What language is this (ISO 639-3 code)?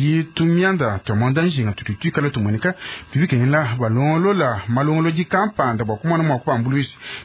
lua